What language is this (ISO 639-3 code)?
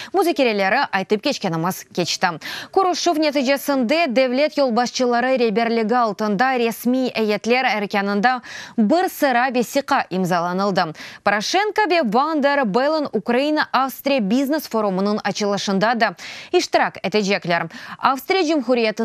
crh